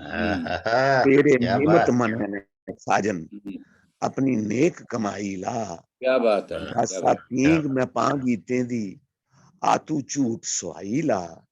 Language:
Dogri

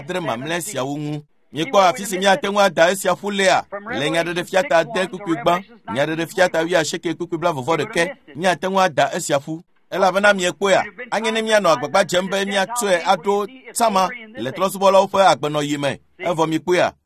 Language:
Ewe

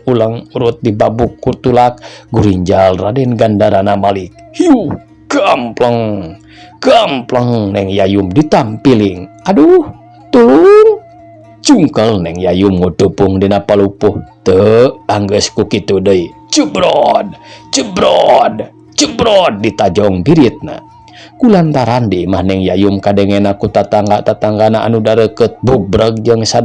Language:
Sundanese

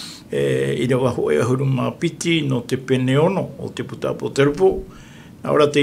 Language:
Tahitian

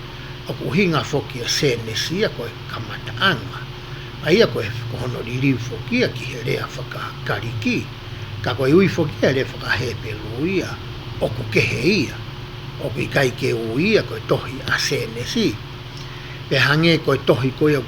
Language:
Tongan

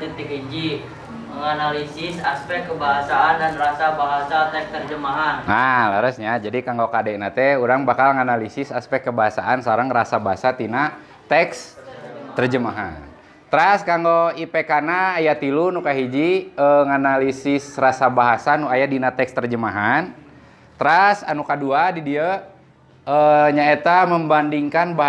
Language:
Sundanese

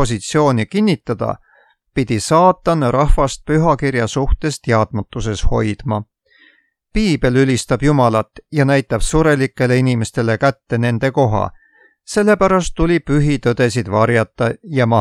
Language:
Estonian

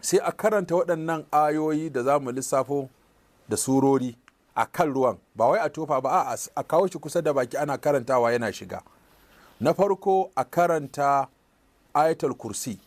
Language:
Hausa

